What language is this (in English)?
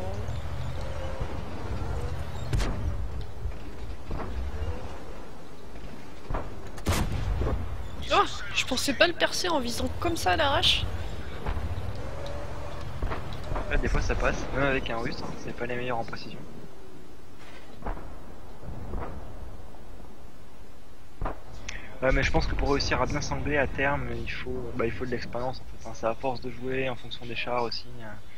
French